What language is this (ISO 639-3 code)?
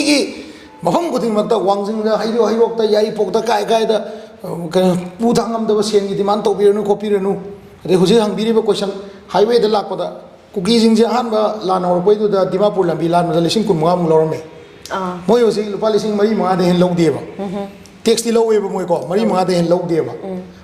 mni